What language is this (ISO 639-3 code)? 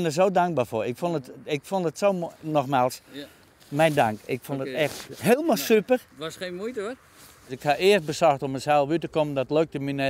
fry